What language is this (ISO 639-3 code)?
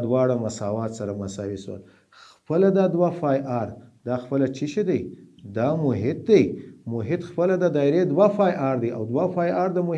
pus